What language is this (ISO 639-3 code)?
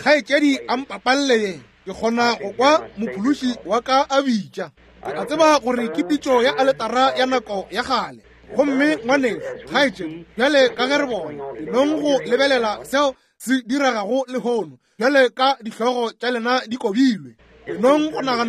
nso